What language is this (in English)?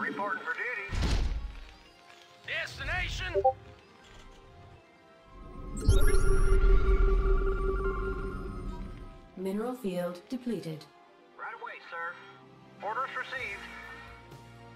English